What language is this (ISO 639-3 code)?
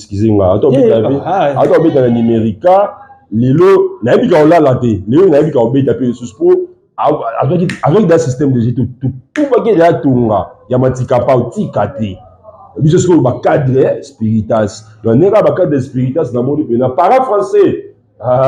lin